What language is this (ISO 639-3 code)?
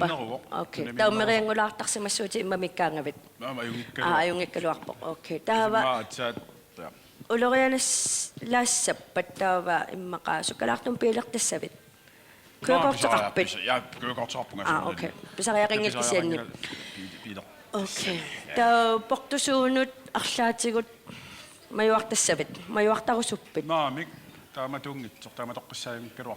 kal